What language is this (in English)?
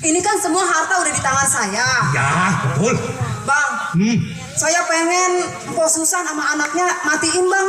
Betawi